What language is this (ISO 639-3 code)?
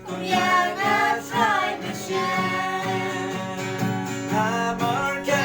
kha